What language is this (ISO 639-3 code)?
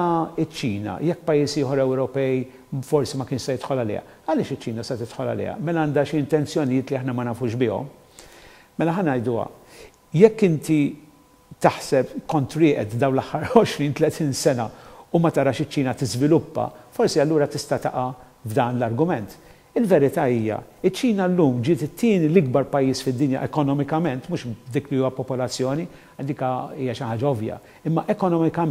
mlt